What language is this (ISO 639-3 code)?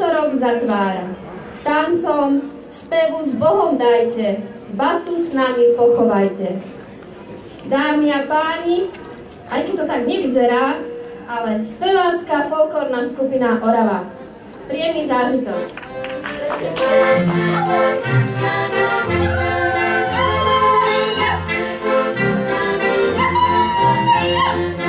slk